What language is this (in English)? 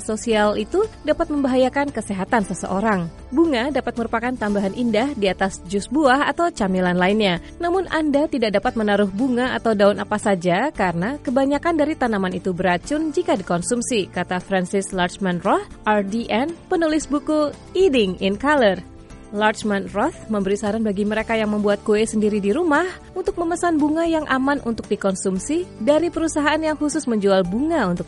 Indonesian